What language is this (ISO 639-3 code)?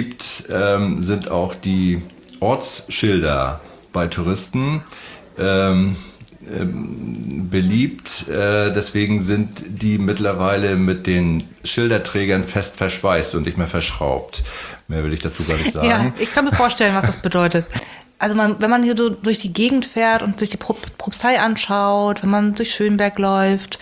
deu